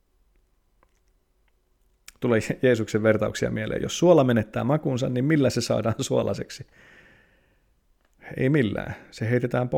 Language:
Finnish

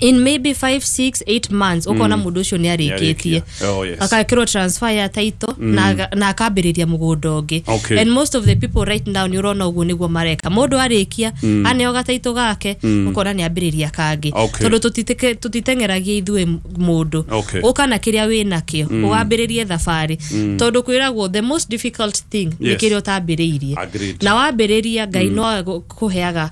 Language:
Kikuyu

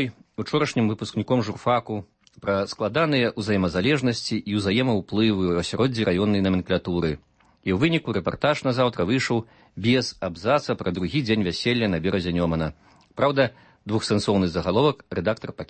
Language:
Belarusian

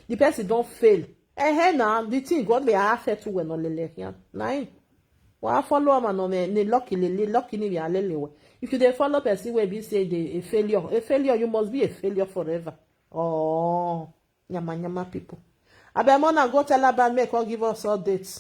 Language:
Nigerian Pidgin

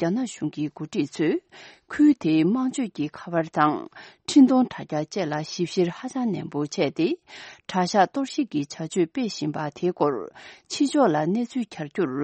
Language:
Tibetan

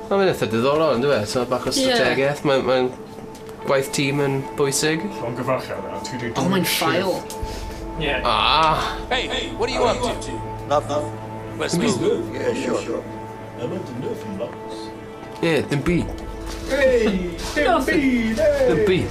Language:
Welsh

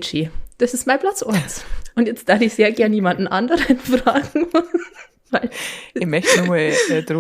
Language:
Bavarian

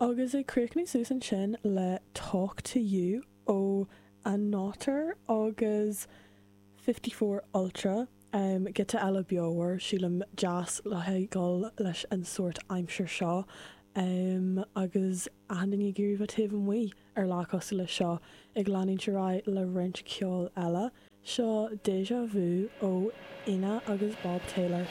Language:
Irish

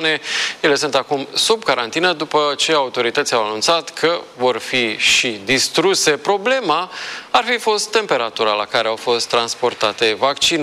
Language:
Romanian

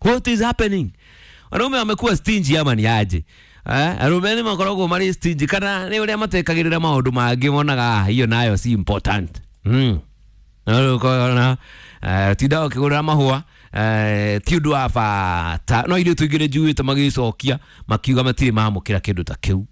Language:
Kikuyu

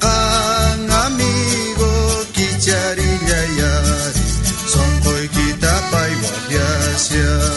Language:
South Bolivian Quechua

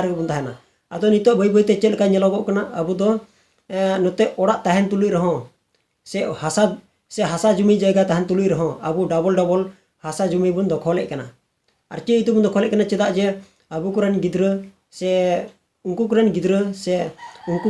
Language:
Santali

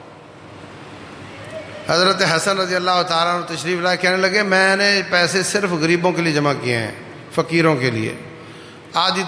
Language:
Urdu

